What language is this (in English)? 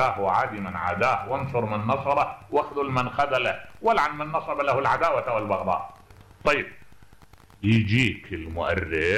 Mesopotamian Arabic